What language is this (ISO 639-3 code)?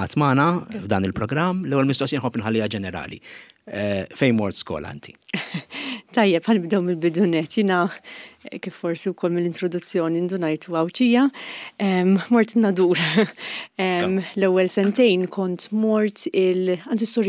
mlt